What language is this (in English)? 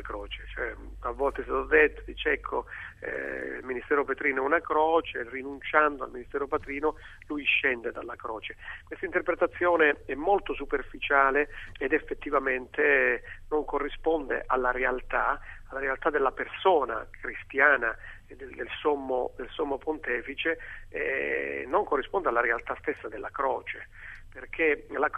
Italian